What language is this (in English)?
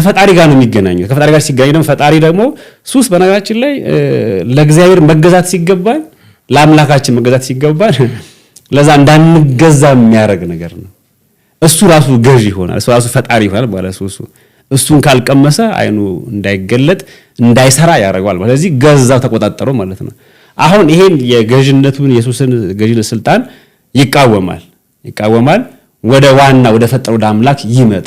Amharic